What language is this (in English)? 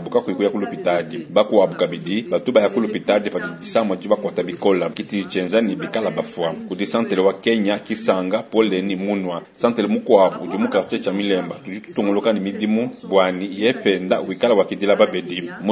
Luba-Lulua